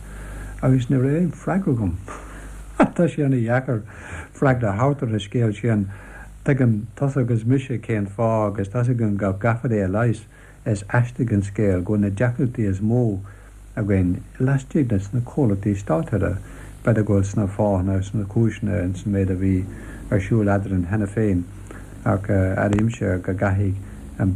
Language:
Irish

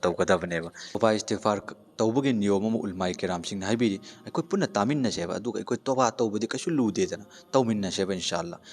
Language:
Manipuri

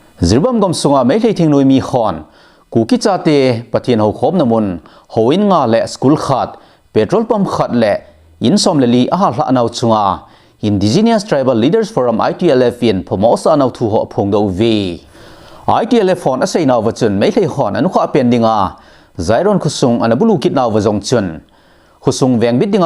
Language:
Thado Chin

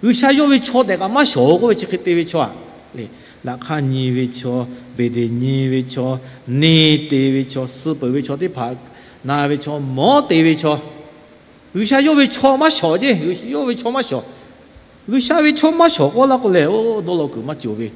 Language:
Lahu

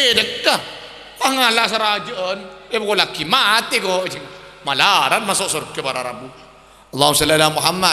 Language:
Madurese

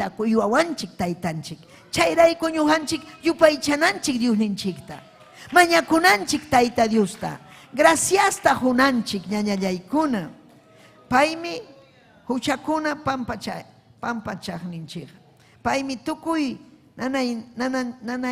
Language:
Ayacucho Quechua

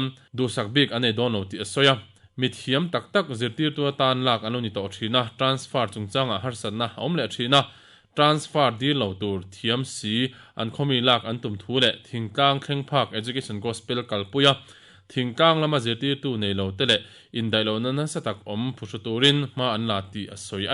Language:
Mizo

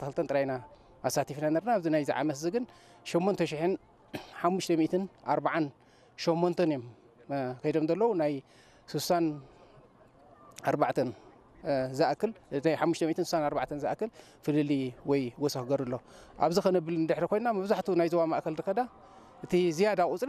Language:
Tigrinya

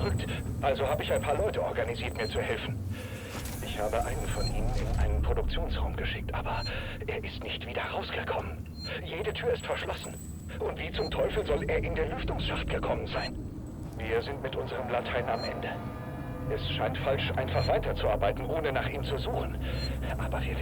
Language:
Bavarian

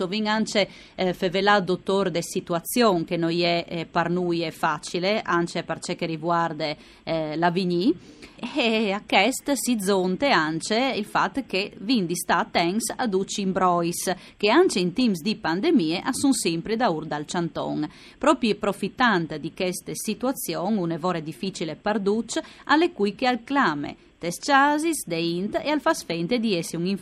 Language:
Friulian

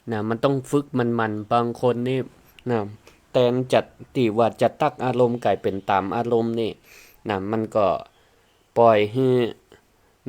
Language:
Northern Thai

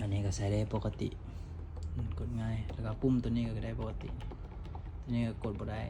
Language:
Lao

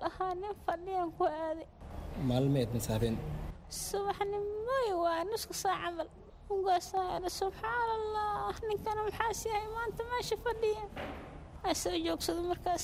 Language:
Somali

